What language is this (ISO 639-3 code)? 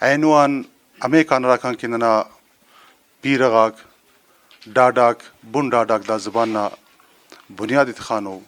brh